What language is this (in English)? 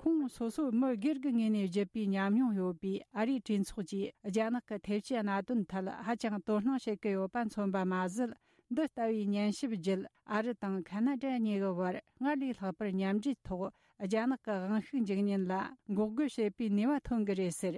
Tibetan